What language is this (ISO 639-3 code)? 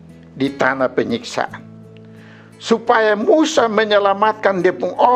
mkn